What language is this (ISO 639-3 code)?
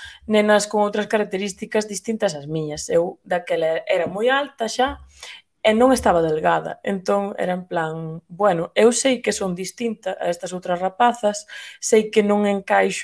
glg